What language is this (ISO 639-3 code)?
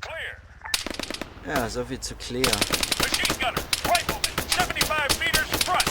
gsw